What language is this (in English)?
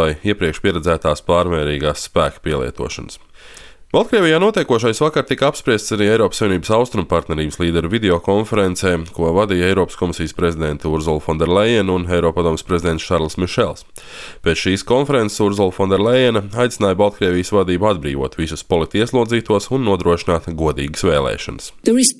Latvian